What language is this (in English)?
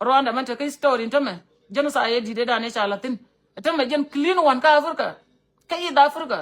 Nuer